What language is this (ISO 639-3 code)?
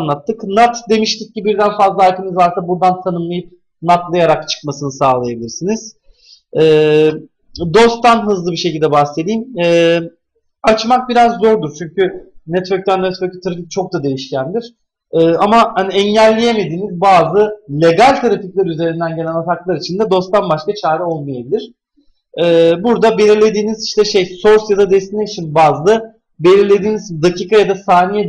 tur